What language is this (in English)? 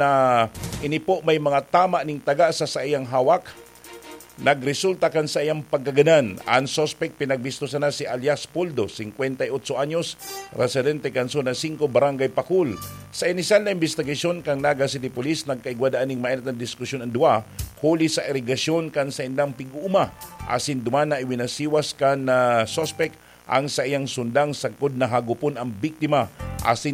Bikol